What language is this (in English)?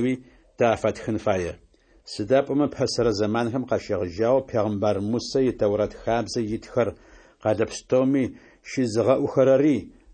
Adyghe